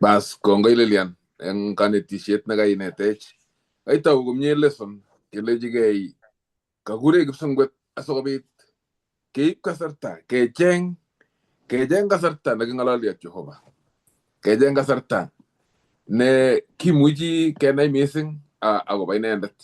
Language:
Kalenjin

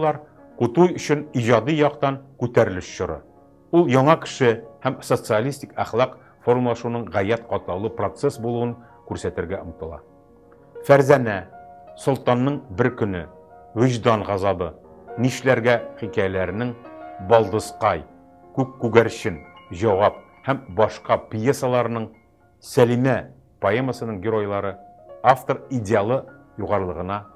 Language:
Tatar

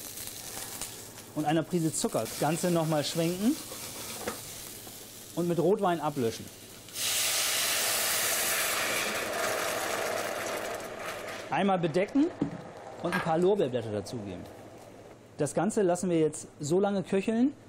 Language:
German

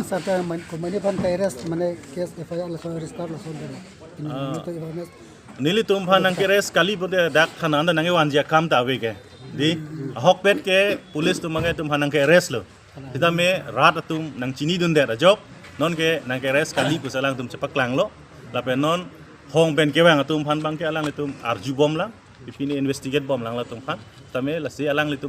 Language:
Karbi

